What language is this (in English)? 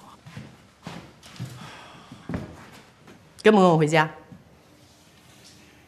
Chinese